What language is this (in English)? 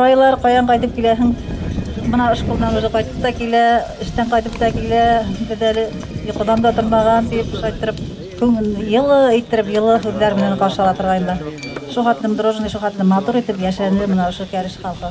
Bashkir